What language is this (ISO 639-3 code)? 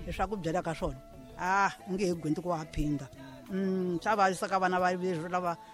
tso